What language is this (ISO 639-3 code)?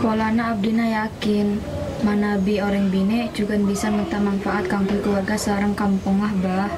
mad